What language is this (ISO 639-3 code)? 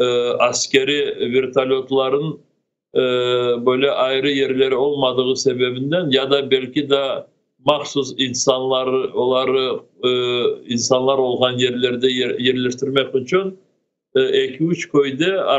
crh